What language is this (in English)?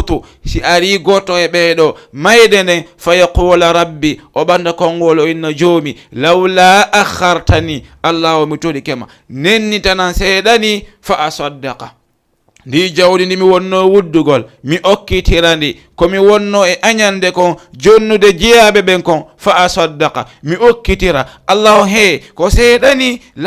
Fula